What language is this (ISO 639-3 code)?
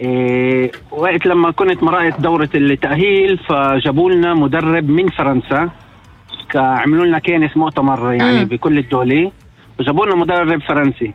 apc